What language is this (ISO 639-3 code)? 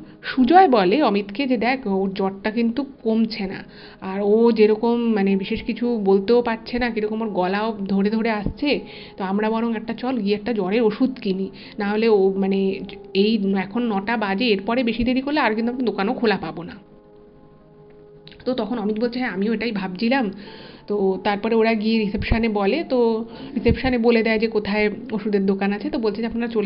ben